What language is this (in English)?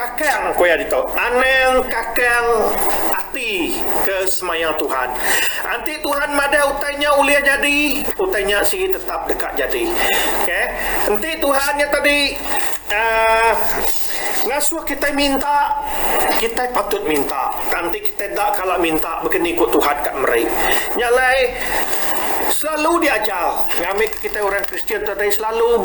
Iban